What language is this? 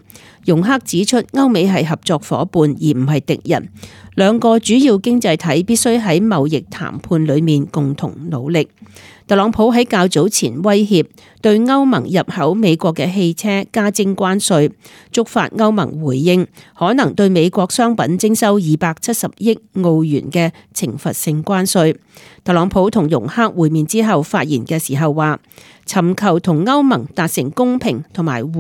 Cantonese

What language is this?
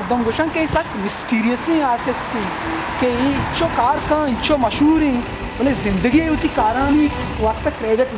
Baluchi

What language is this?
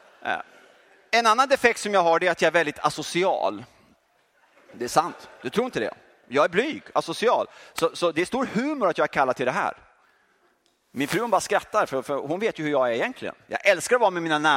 Swedish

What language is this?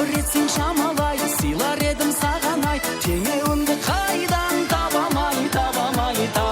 Kara-Kalpak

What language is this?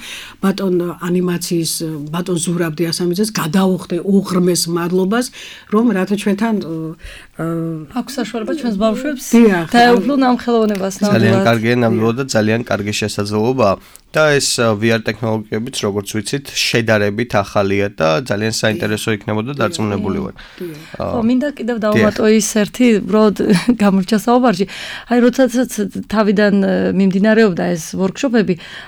Georgian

